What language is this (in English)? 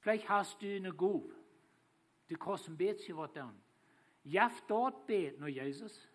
Plautdietsch